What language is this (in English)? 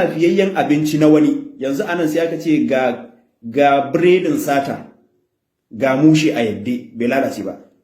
Hausa